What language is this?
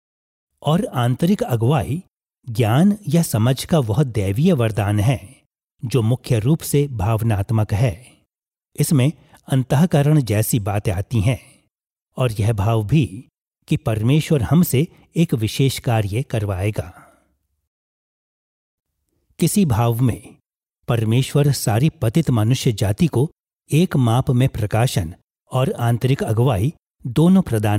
Hindi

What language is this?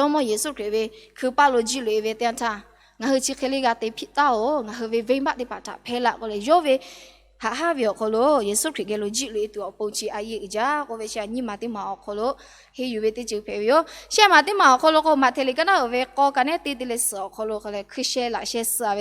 Lahu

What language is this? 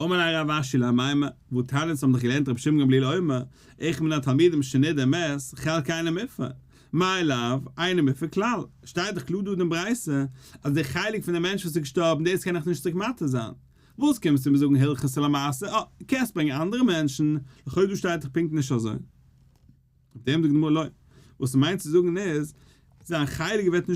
Yiddish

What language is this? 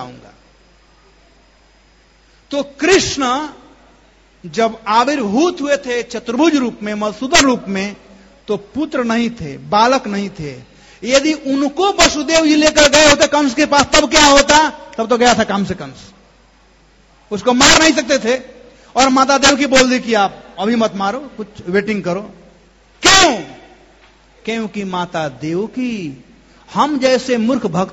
Hindi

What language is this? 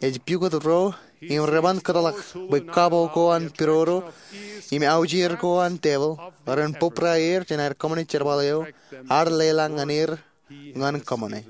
Marshallese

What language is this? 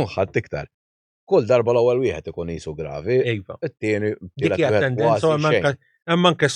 Maltese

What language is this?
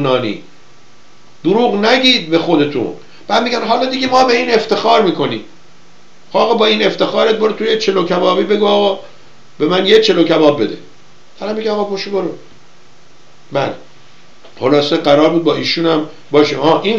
Persian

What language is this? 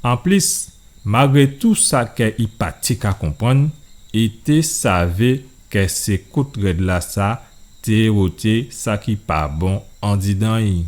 Guadeloupean Creole French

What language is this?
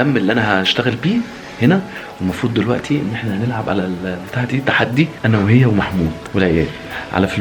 Egyptian Arabic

